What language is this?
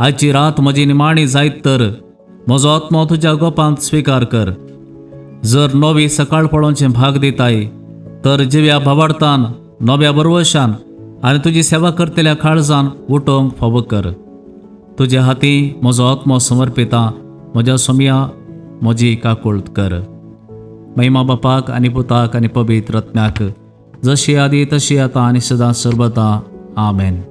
Konkani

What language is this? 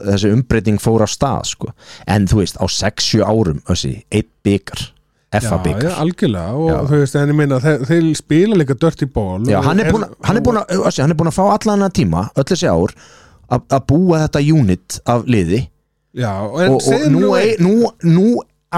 Icelandic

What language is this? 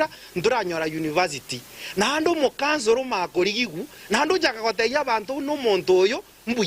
Gusii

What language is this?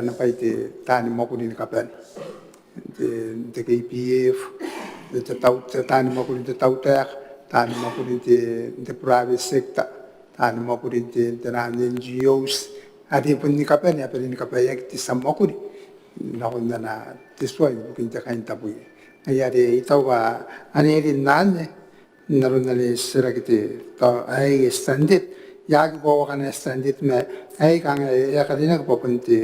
Gilbertese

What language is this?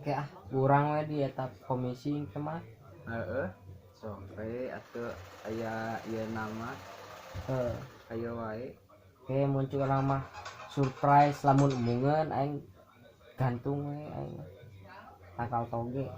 Sundanese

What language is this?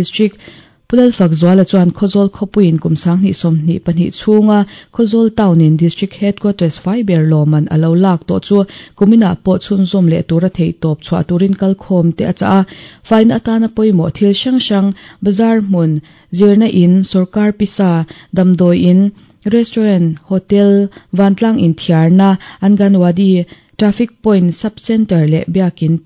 Mizo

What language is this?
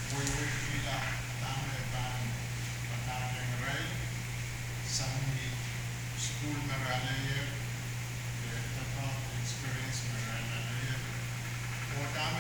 Pohnpeian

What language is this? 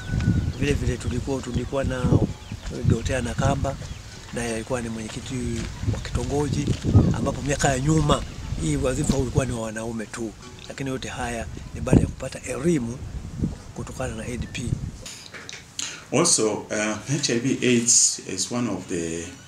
Swahili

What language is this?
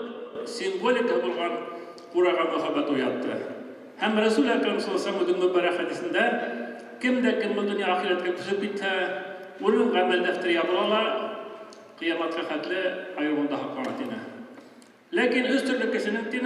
Bashkir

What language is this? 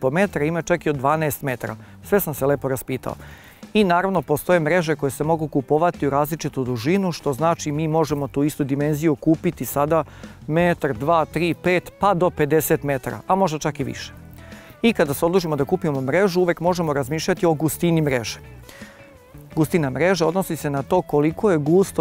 Serbian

